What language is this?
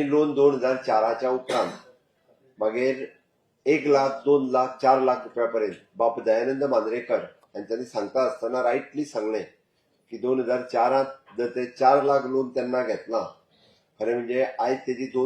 Konkani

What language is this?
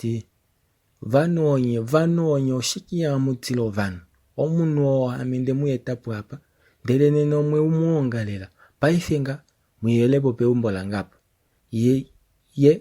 Kuanyama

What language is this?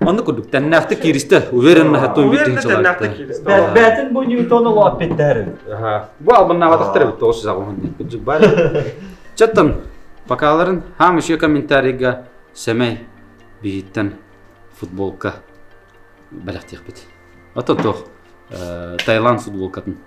Yakut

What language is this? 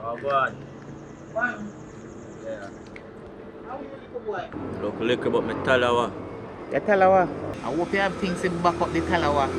Jamaican Creole English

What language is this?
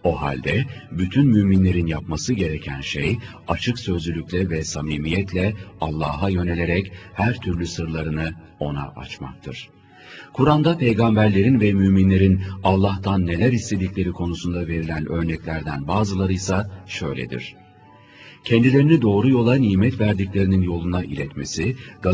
Turkish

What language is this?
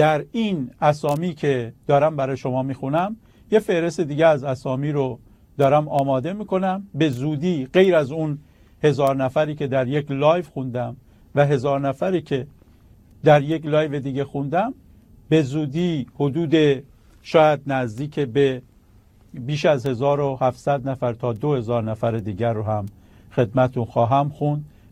Persian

